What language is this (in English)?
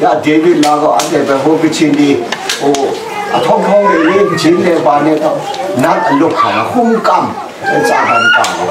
Kachin